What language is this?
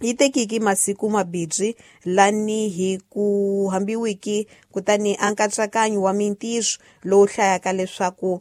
Tsonga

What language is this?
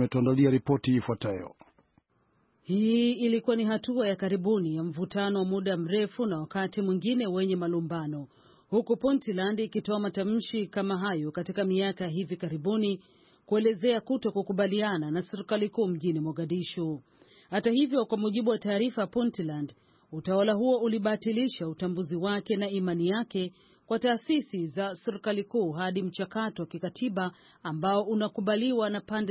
Swahili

